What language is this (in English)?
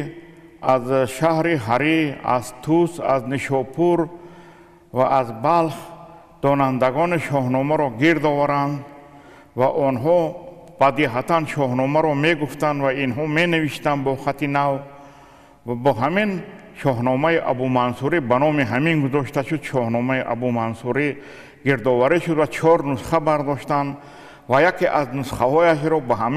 Tajik